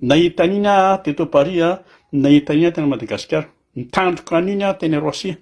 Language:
Malagasy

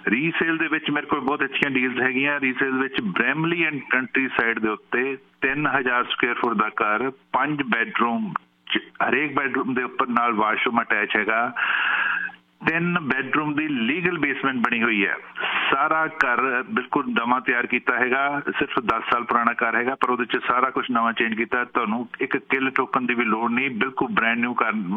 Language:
Punjabi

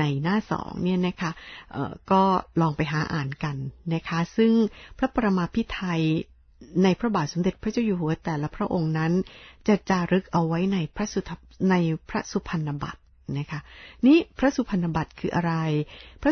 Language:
Thai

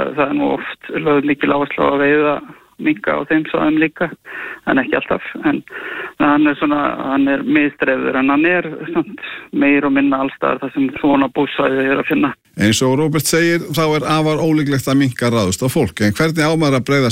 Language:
Icelandic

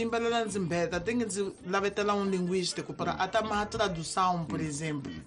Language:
Tsonga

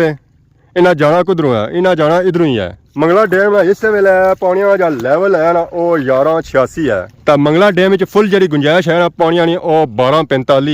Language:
Pahari-Potwari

